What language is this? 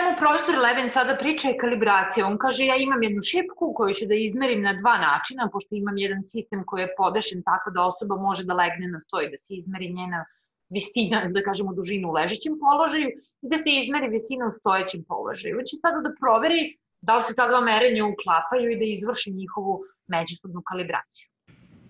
Serbian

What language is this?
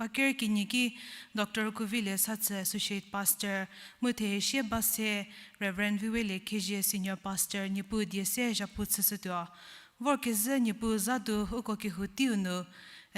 Angami Naga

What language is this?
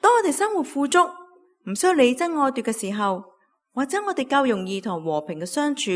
Cantonese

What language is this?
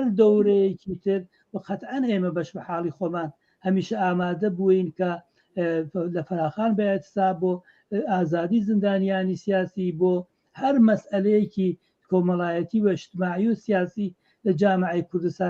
Central Kurdish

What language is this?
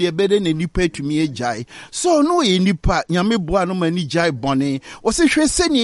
Akan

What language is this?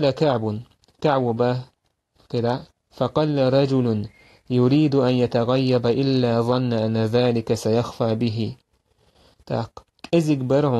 Chechen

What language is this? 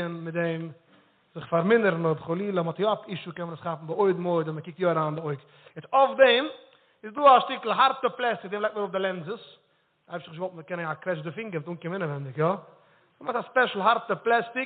Yiddish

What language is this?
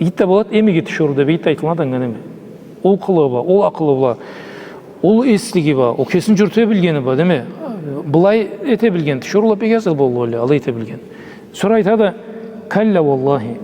Karachay-Balkar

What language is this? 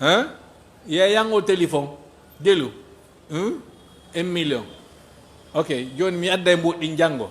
Fula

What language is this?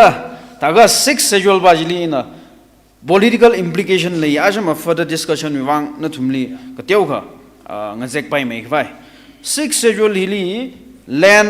Tangkhul Naga (India)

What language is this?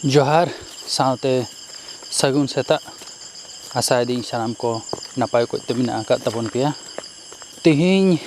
Santali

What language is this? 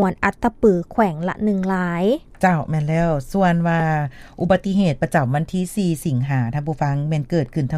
Lao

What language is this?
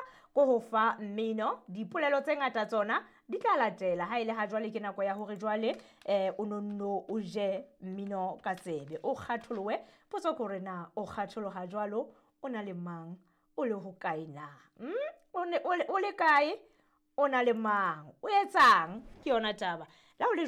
Southern Sotho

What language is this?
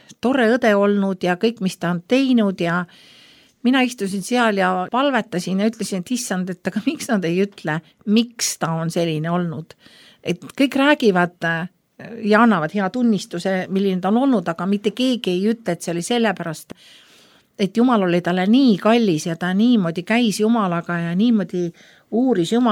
Estonian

